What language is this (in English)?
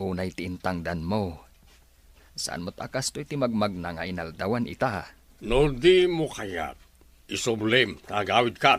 Iloko